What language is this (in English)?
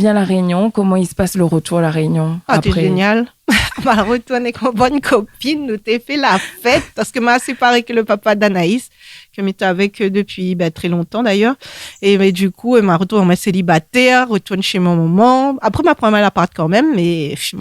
Réunion Creole French